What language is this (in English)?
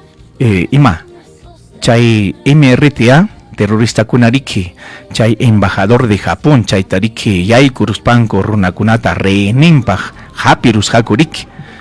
Ayacucho Quechua